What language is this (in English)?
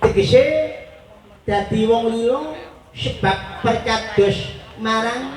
Javanese